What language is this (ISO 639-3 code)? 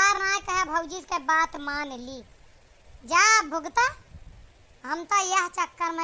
awa